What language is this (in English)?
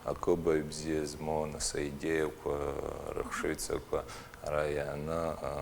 Abkhazian